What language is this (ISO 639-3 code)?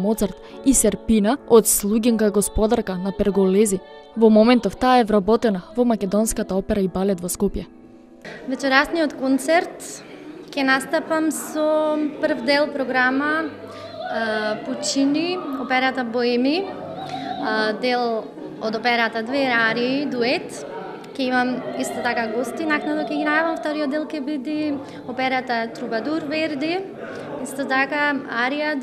mkd